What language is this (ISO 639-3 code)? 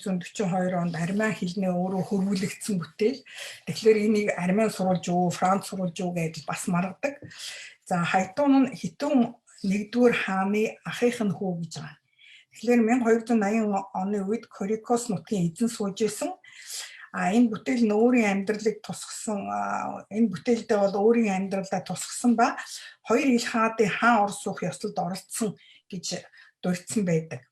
mon